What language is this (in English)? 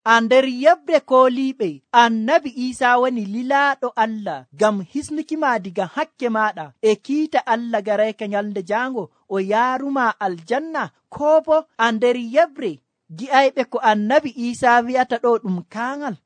Nigerian Fulfulde